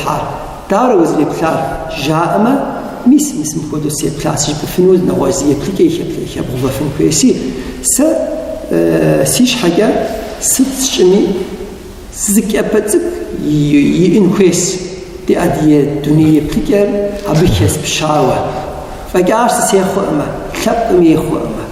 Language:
Kabardian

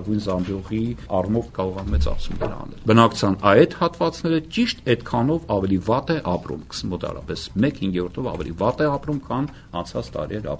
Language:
Armenian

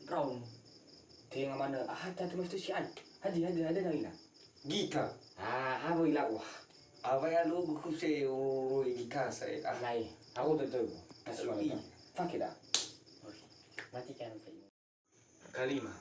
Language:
Nias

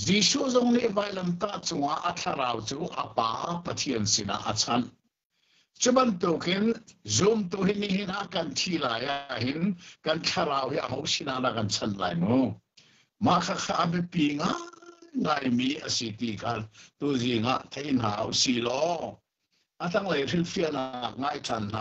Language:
Hakha Chin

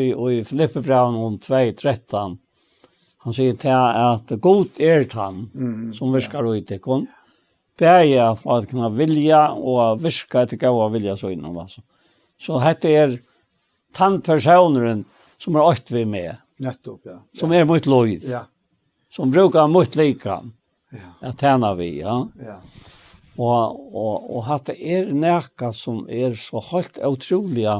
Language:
Faroese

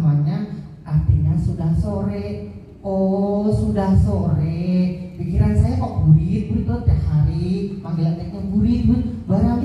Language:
Banjar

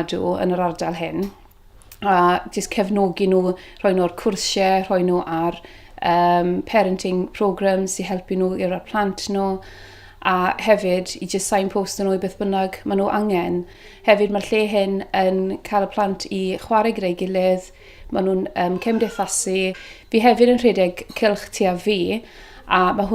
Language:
Welsh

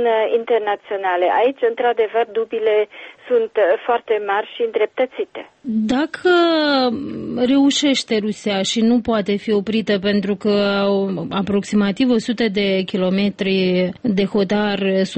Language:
Romanian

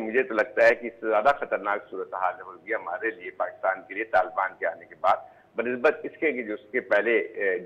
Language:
Urdu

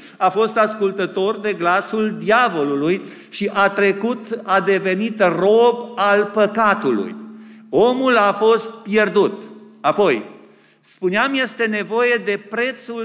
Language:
Romanian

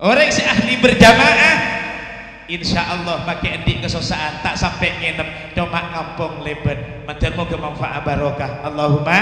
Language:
Madurese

